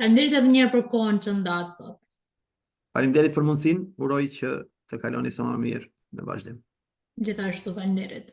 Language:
Albanian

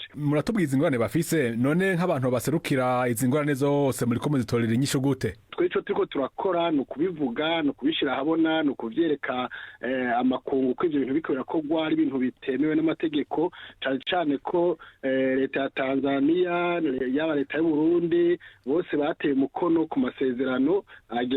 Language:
Rundi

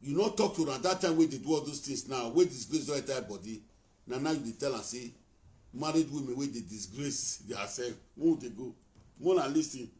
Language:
Nigerian Pidgin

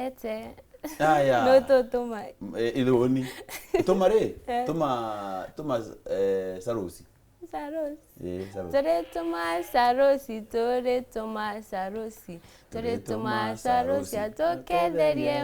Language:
Meru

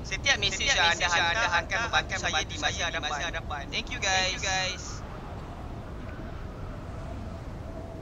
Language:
Malay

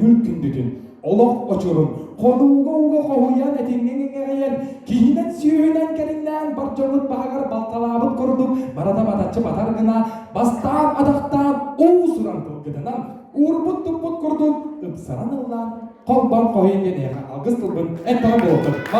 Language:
Yakut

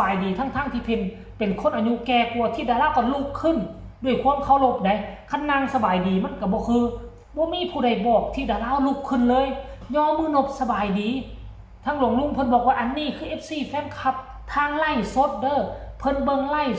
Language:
Northeastern Thai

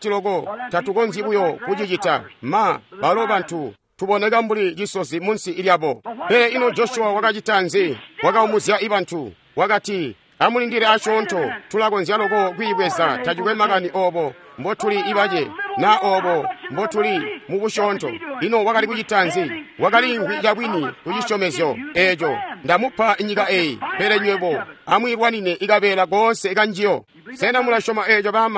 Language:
Tonga (Zambia)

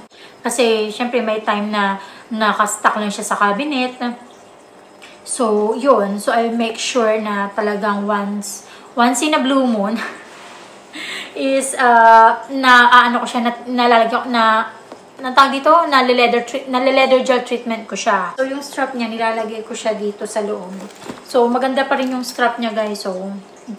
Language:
Filipino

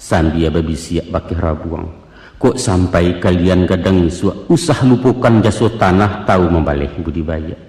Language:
Minangkabau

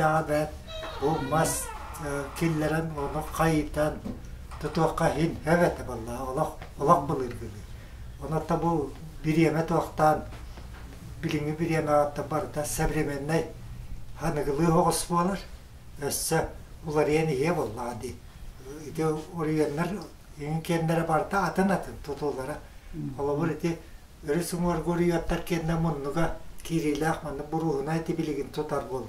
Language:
Yakut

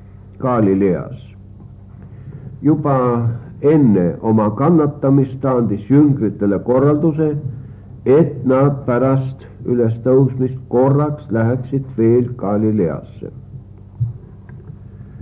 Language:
Estonian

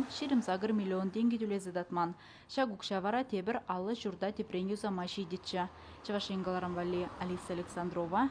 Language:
Chuvash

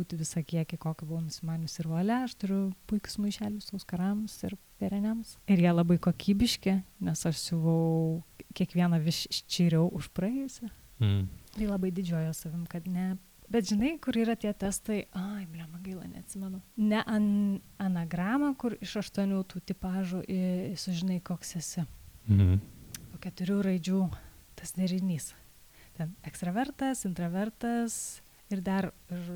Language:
Lithuanian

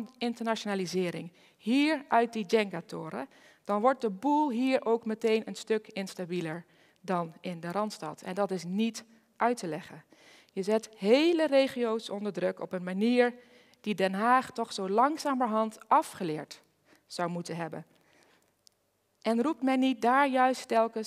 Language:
Dutch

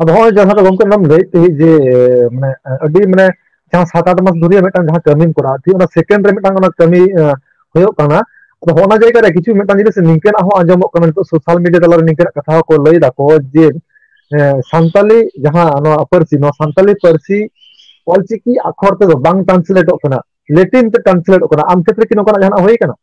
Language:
Santali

